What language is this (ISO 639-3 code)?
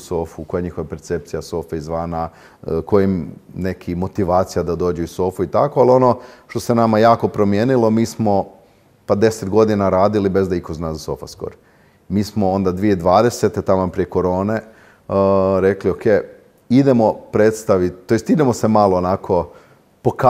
hrv